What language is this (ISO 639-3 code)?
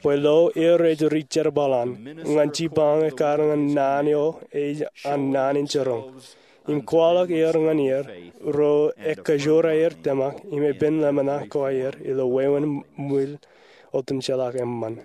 mah